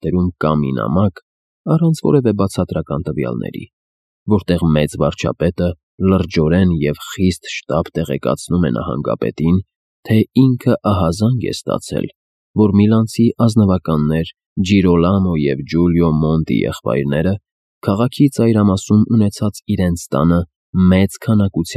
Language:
Armenian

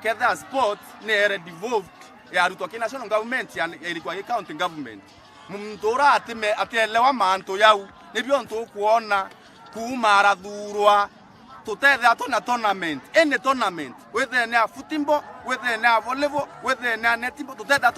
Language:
Meru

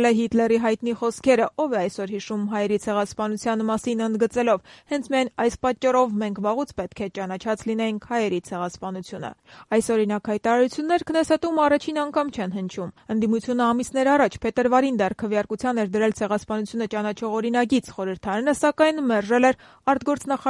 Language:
Armenian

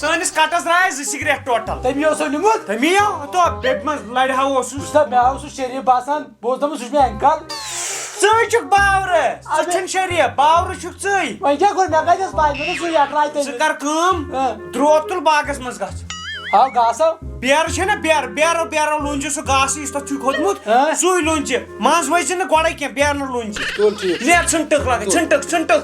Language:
Kashmiri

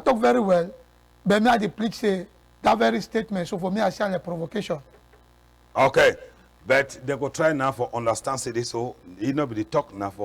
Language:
Cameroon Pidgin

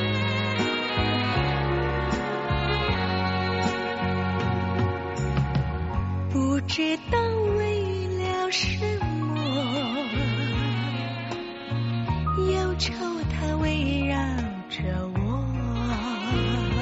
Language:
Chinese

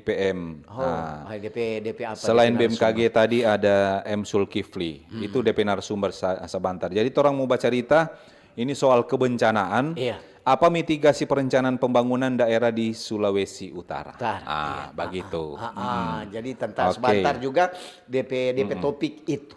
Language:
Manado Malay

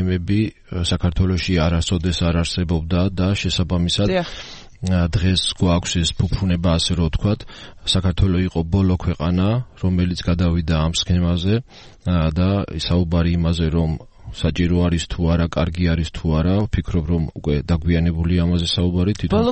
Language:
Georgian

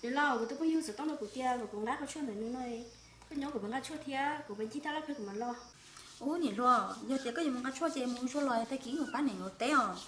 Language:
Hmong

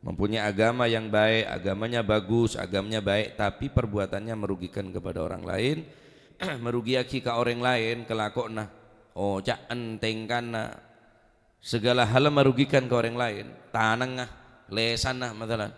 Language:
Madurese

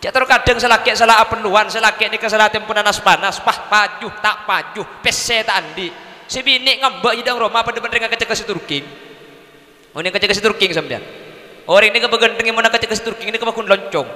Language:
Madurese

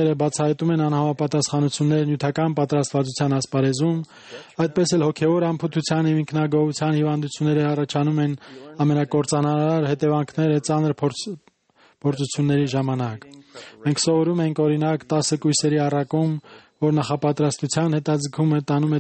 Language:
Armenian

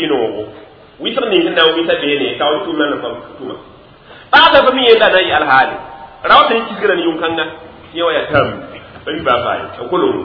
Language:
Mossi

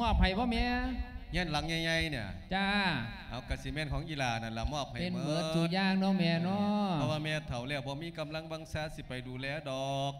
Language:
Lao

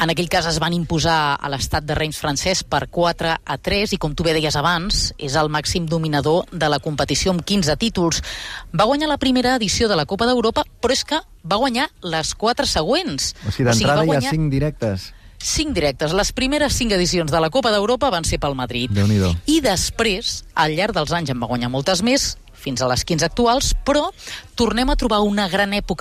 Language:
Catalan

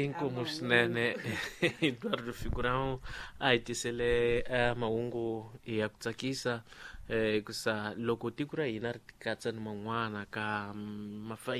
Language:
Tsonga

